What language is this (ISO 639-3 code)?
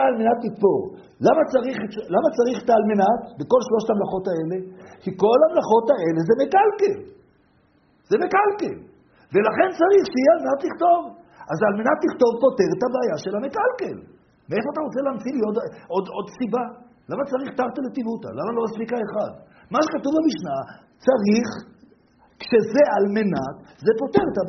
heb